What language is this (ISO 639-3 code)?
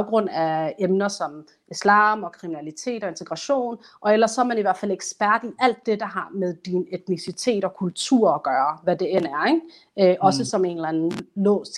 dan